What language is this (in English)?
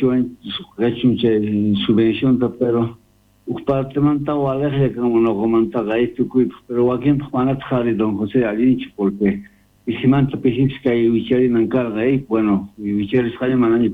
South Bolivian Quechua